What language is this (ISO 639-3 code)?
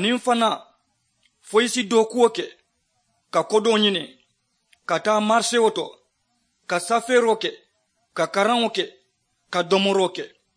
man